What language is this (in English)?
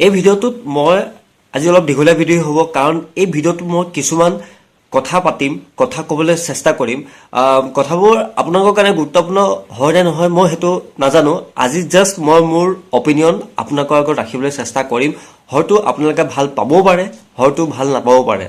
Assamese